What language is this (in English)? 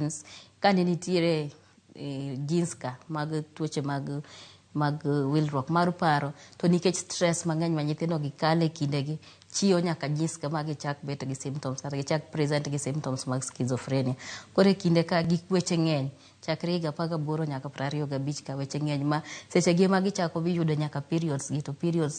Luo (Kenya and Tanzania)